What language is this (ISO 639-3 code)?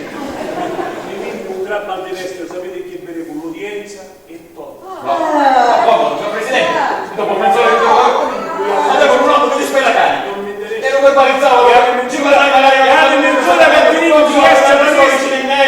scn